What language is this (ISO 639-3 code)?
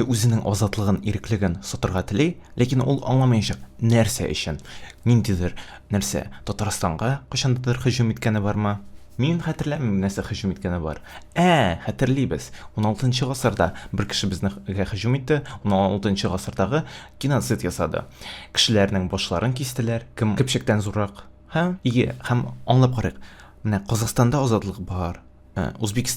tat